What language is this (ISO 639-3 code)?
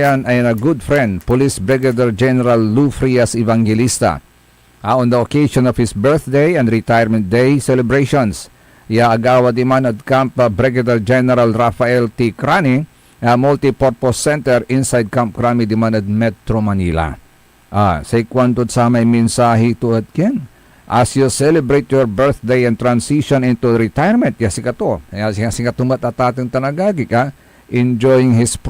pag